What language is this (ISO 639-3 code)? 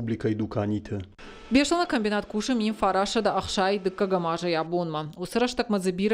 oss